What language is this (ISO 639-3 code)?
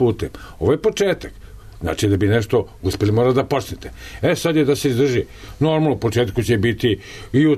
srp